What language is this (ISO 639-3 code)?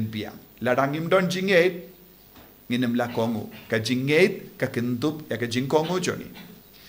kha